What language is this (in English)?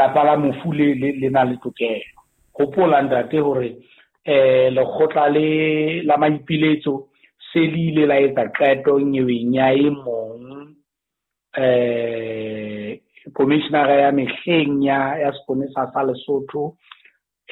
Southern Sotho